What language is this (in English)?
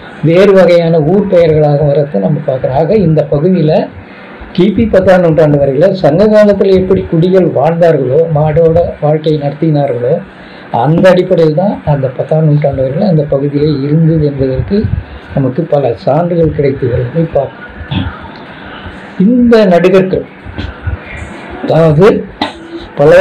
Tamil